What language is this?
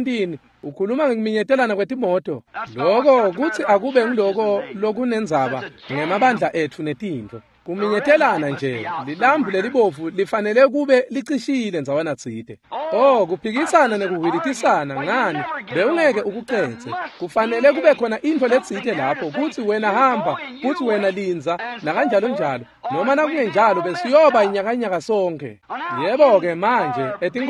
Swati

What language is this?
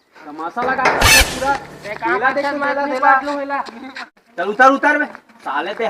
Chhattisgarhi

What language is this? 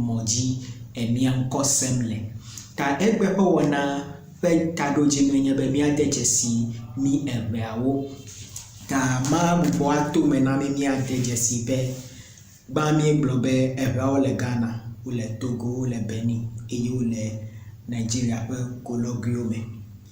Ewe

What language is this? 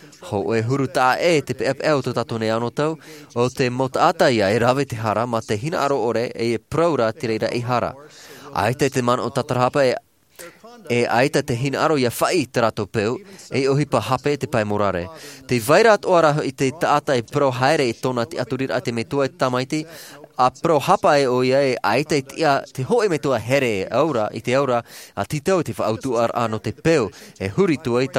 Tahitian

